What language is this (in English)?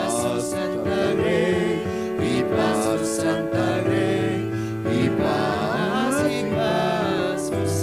Aymara